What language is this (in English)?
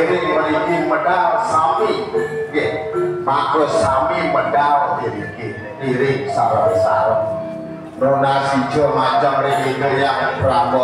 Balinese